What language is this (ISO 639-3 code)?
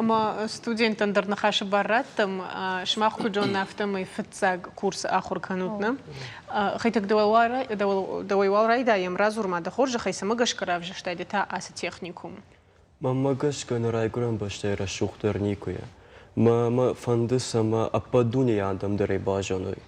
oss